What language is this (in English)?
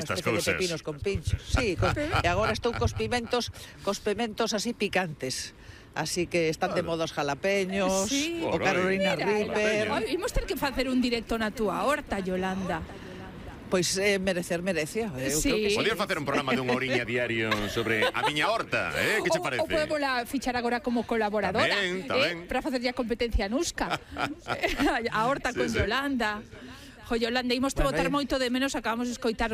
Galician